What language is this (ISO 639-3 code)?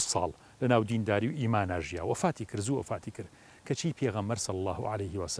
ckb